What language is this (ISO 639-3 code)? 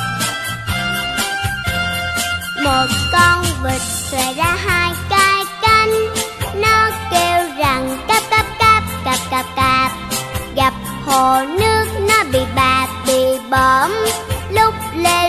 vie